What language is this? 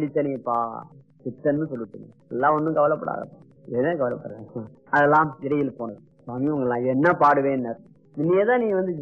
Tamil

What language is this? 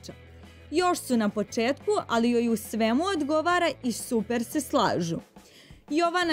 Serbian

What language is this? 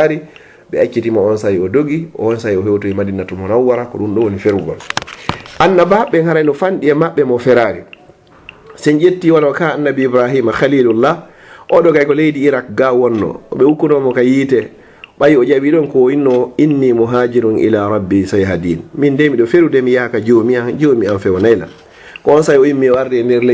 Fula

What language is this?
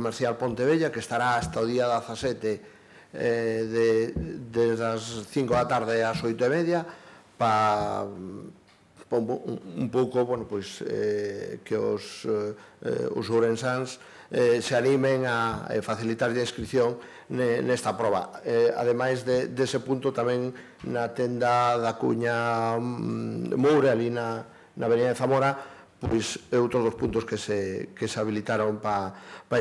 Galician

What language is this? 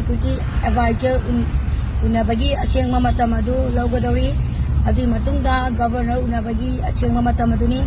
Manipuri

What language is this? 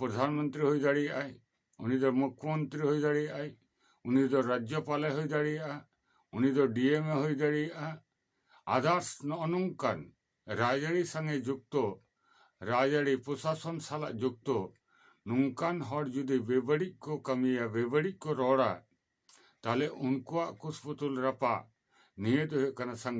Santali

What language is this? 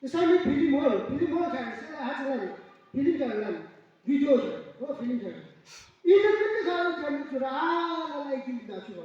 Yimchungru Naga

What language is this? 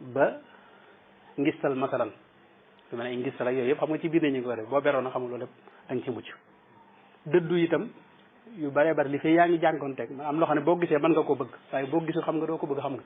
Wolof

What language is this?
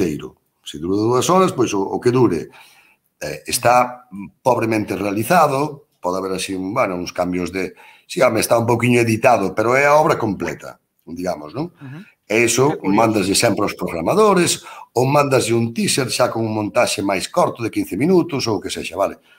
Galician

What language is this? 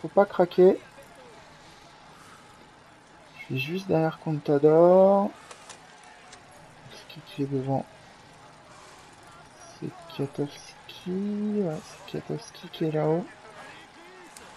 French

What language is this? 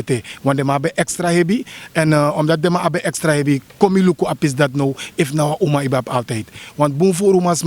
Sranan Tongo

